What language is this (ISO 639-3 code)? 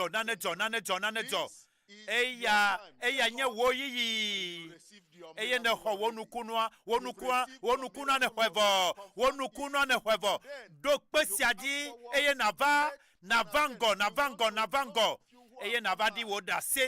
ewe